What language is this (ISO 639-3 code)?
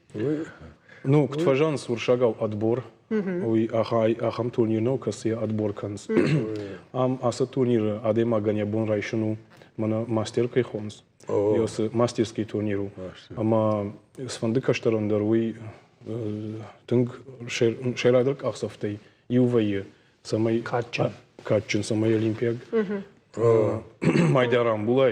oss